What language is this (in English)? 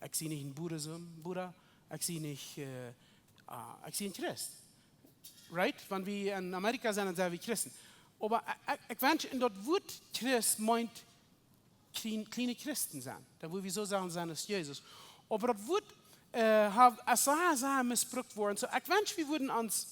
Plautdietsch